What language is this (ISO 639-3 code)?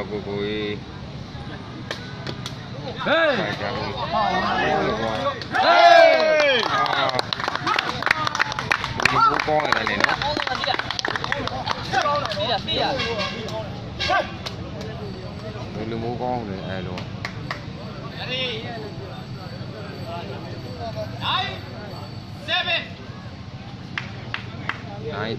mya